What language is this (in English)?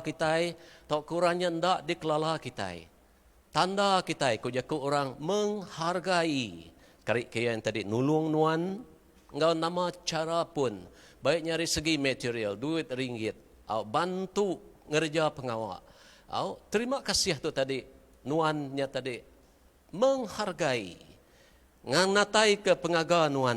Iban